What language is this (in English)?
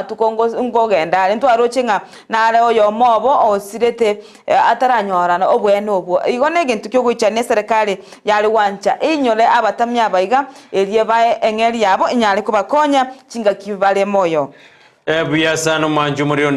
Gusii